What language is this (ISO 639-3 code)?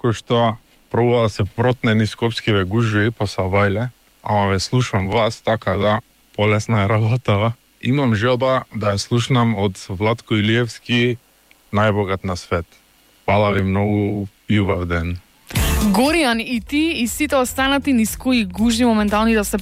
mkd